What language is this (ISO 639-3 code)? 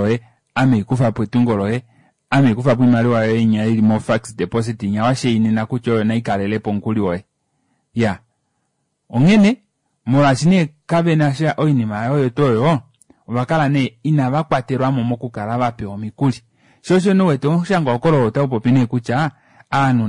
kua